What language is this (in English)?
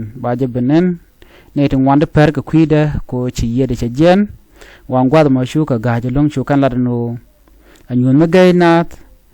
Nuer